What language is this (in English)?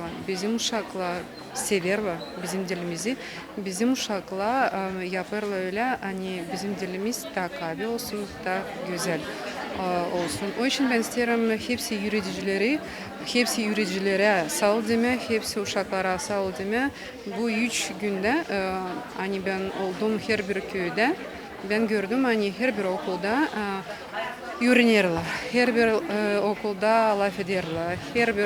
Gagauz